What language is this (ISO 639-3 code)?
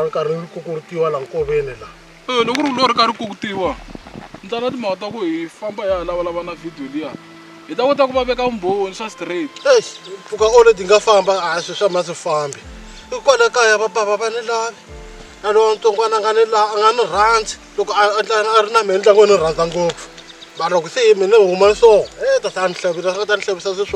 tso